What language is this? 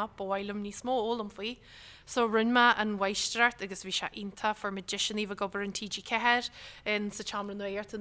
Irish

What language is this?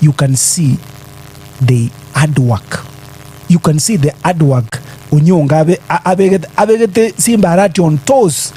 Gusii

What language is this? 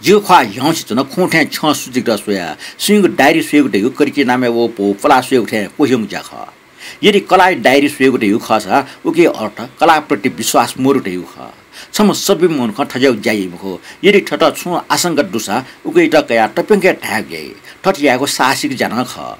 Newari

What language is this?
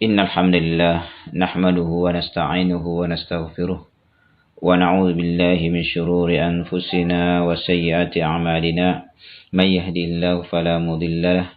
Makasar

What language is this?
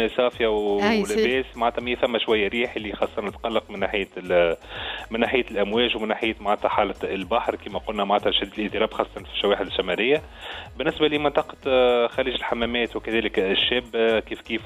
Tunisian Arabic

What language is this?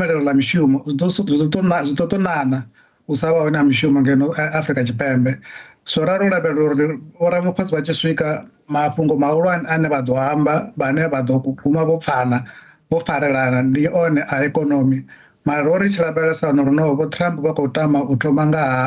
Venda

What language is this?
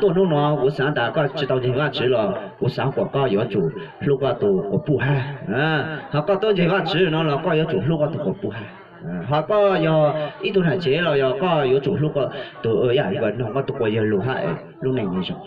Hmong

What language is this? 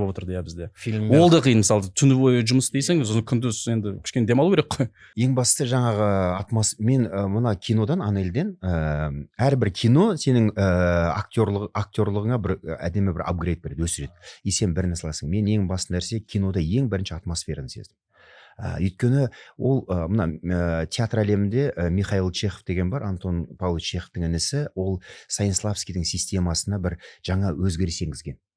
Kazakh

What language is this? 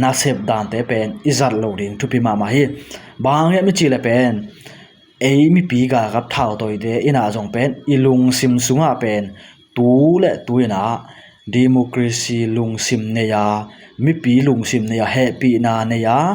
Tedim Chin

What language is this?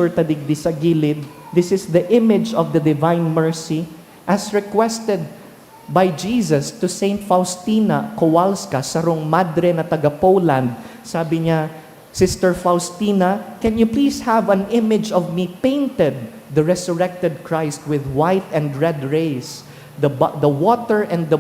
Bikol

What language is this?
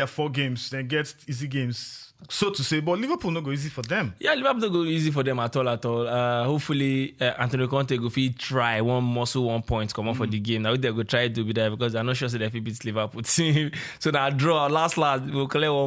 Nigerian Pidgin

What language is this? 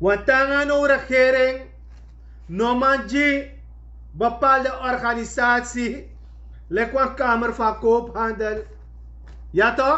Sranan Tongo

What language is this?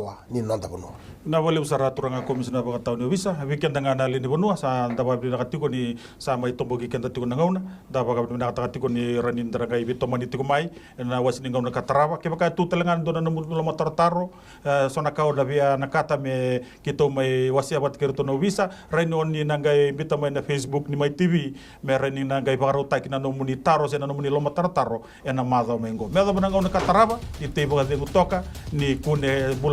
Fijian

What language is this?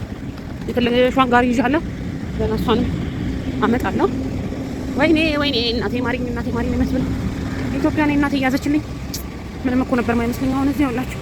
Amharic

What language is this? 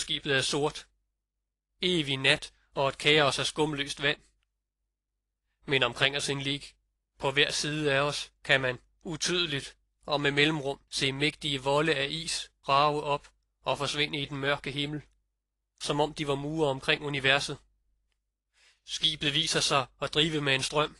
Danish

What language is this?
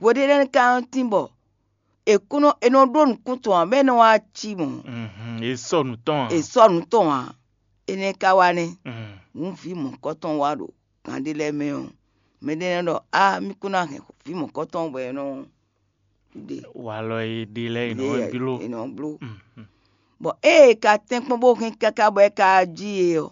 Fon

